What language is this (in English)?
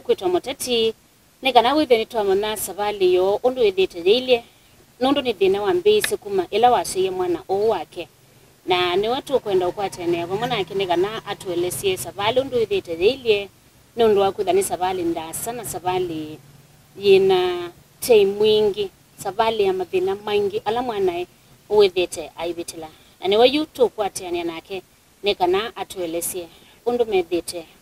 Kamba